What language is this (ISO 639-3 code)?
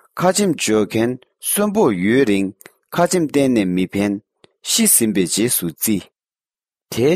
bod